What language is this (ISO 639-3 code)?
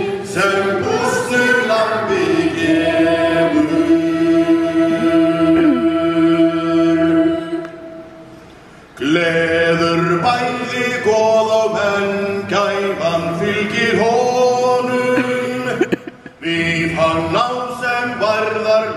isl